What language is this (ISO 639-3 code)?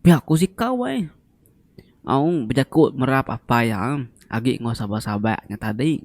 iba